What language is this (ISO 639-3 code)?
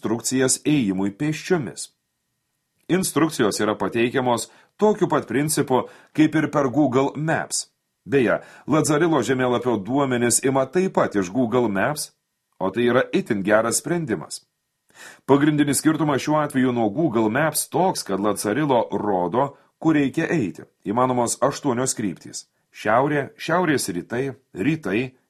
lit